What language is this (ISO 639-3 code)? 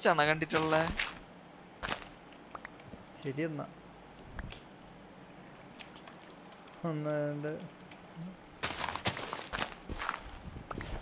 mal